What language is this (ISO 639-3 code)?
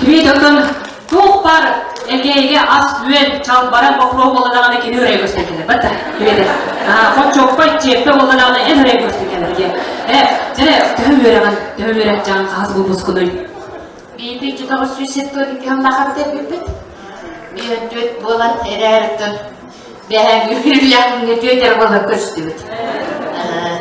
sah